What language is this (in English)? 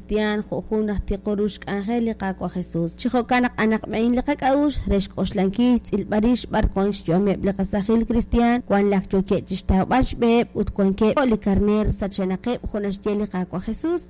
Kekchí